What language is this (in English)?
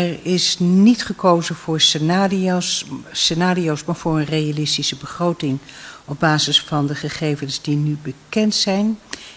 Dutch